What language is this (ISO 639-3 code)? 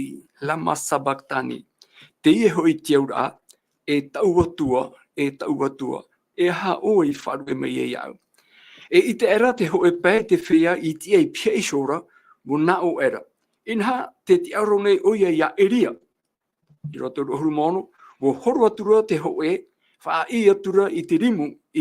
tah